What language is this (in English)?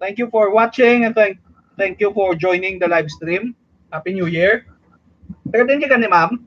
Hiligaynon